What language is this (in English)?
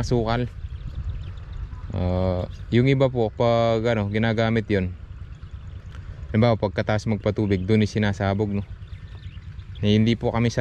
Filipino